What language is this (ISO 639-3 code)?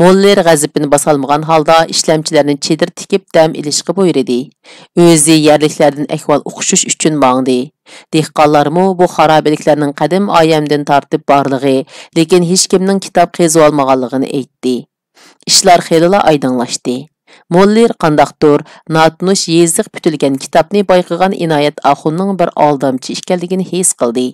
uig